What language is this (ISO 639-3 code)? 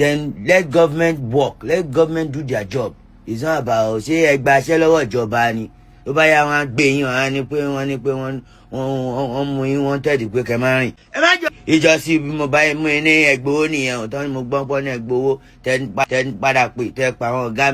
yor